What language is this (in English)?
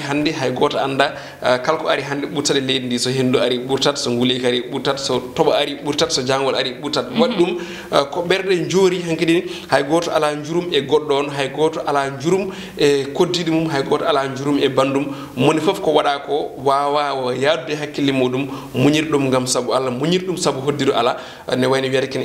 Fula